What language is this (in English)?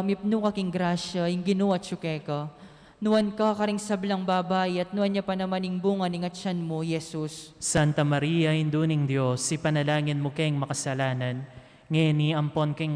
Pampanga